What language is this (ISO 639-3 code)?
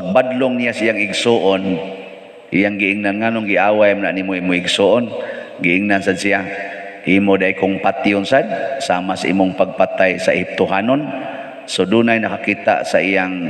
ceb